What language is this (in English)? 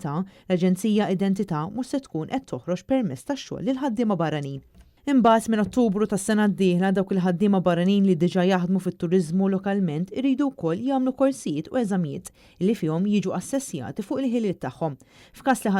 Maltese